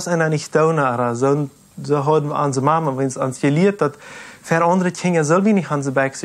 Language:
Plautdietsch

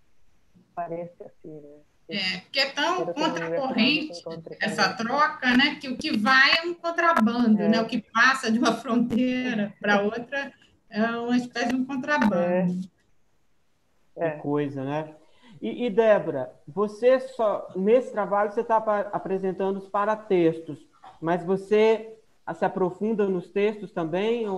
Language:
Portuguese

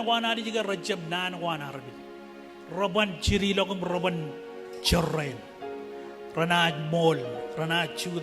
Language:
Marshallese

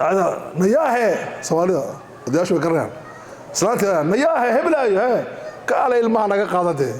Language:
Somali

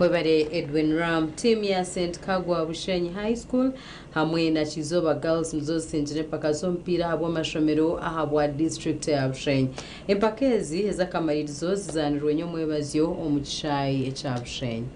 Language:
Nyankole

